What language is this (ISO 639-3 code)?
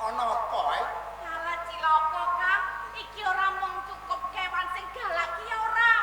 jav